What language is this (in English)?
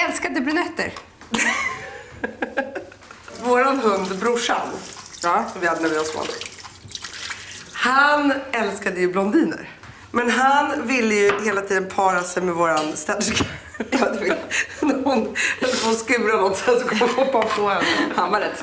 Swedish